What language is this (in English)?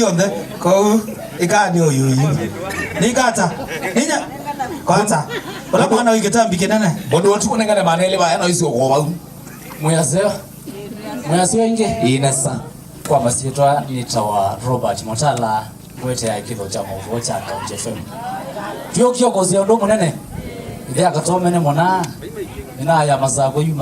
Kamba